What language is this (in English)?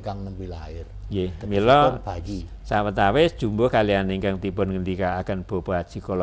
Javanese